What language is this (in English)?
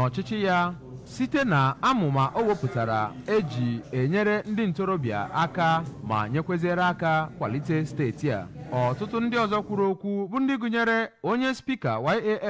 Igbo